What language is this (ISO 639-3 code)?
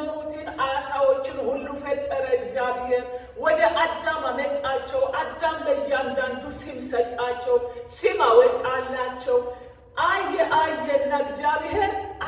amh